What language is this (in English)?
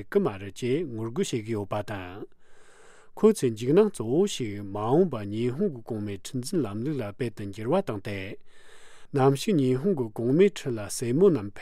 Tibetan